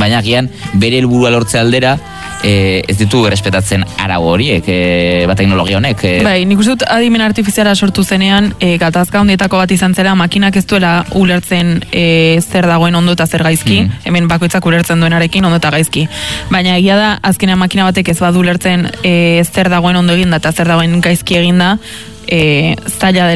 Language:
Basque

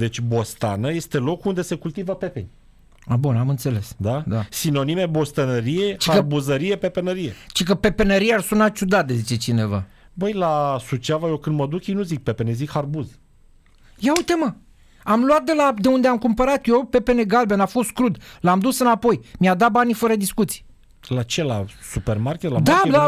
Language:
Romanian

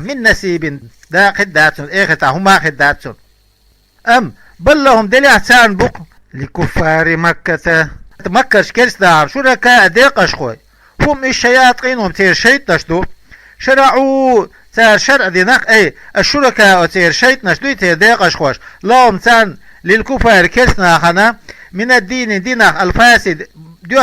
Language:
Chechen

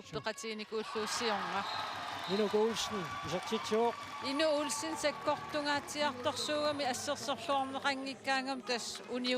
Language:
Kalaallisut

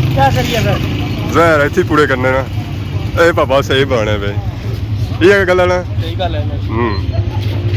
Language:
Pahari-Potwari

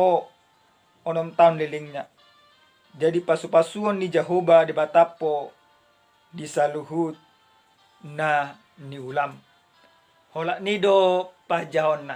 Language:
Batak Toba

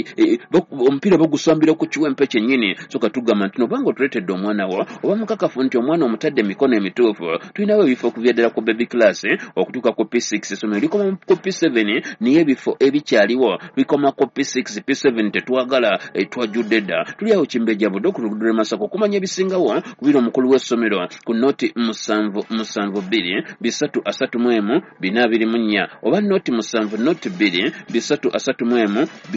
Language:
Ganda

